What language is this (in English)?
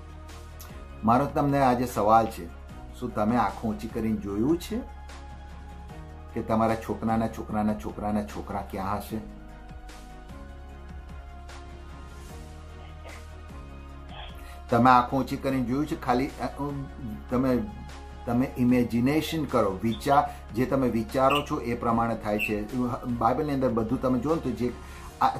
Gujarati